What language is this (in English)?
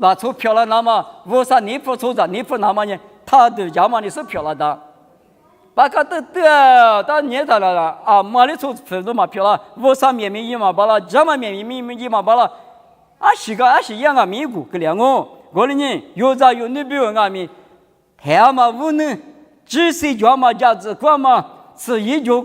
Lisu